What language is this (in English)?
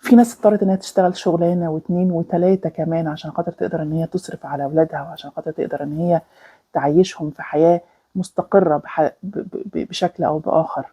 Egyptian Arabic